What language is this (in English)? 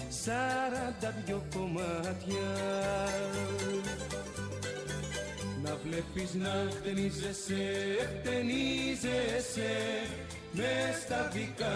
Greek